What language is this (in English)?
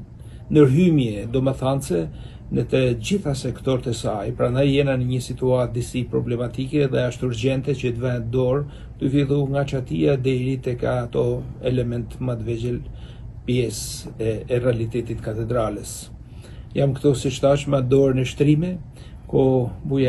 Albanian